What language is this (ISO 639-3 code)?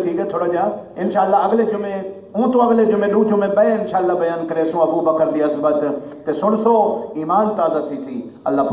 skr